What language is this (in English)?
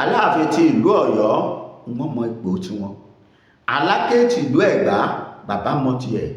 Yoruba